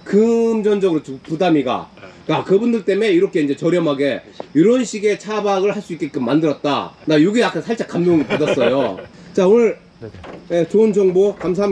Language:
Korean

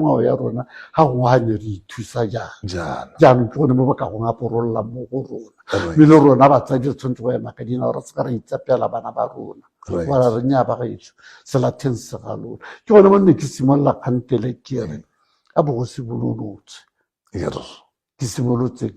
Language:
Tswana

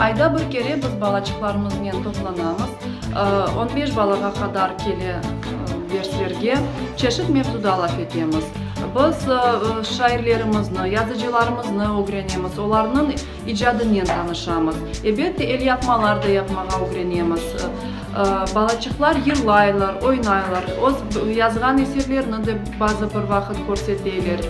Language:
Crimean Tatar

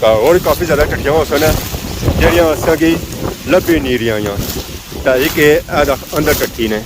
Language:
Pahari-Potwari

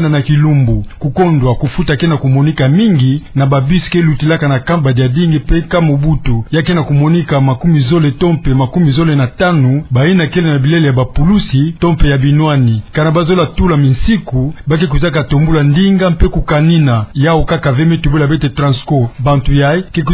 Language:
Kituba (Democratic Republic of Congo)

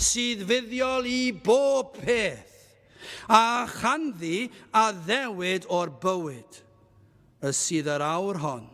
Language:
Welsh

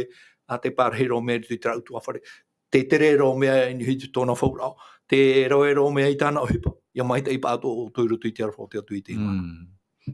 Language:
Tahitian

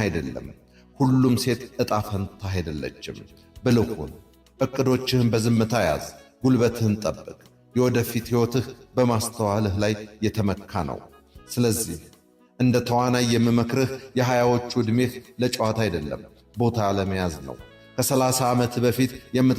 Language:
Amharic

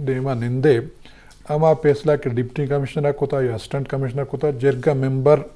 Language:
Eastern Balochi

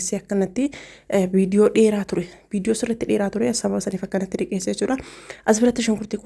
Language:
Oromo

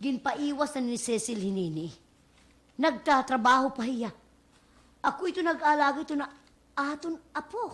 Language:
Waray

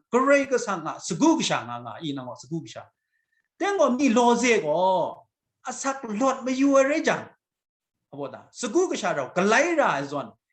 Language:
Kachin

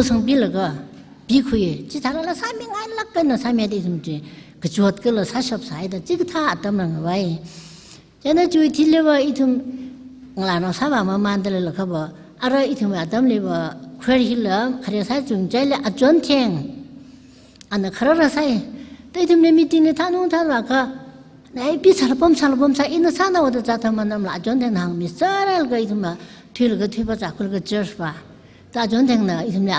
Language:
Tangkhul Naga (India)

